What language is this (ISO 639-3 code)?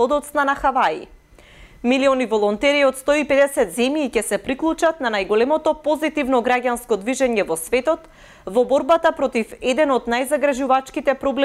mkd